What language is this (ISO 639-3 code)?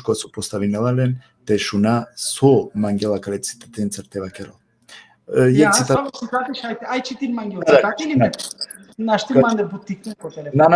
rmn